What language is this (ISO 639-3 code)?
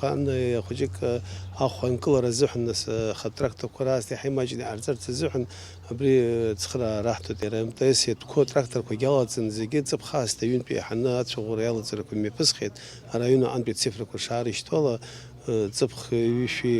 abk